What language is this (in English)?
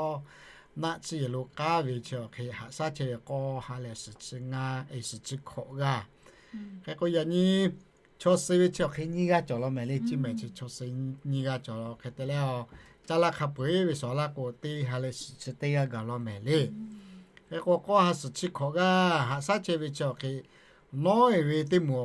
Lahu